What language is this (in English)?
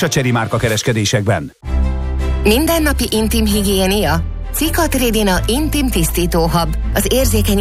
Hungarian